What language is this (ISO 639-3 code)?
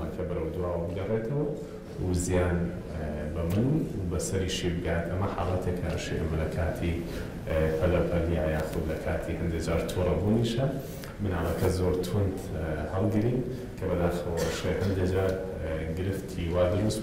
ckb